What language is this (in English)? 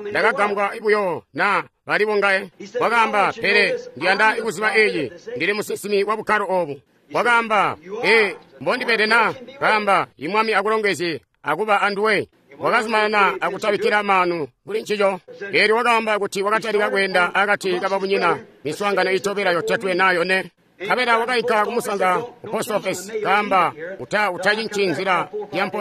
Tonga (Zambia)